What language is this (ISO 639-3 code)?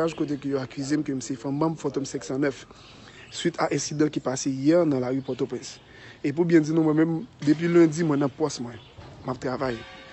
hat